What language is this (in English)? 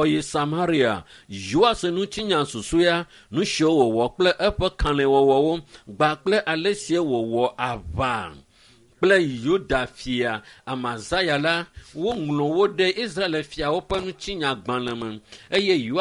Ewe